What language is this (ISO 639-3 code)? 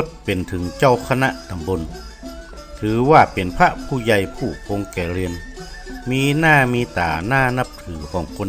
nod